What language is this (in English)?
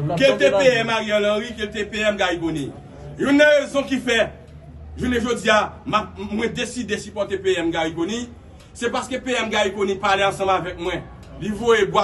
Haitian Creole